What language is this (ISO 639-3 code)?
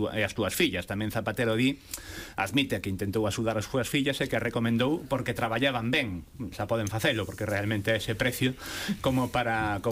glg